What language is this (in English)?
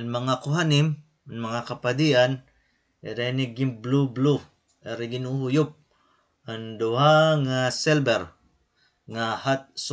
Waray